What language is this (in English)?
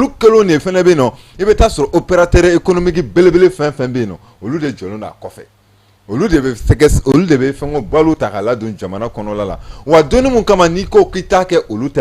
Bambara